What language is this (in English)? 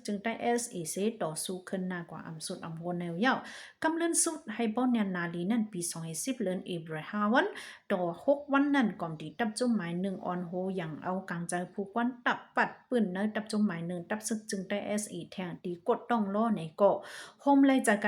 Shan